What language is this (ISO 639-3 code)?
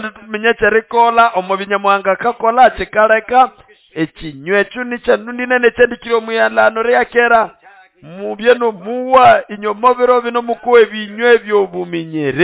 nnb